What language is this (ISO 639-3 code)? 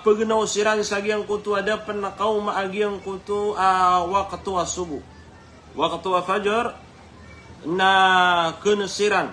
mrw